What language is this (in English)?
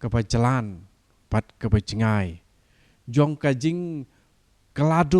Khasi